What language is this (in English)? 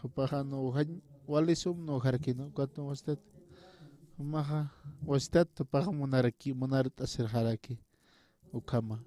Aymara